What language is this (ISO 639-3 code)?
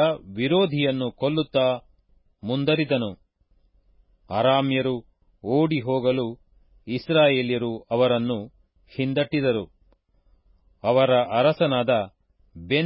kan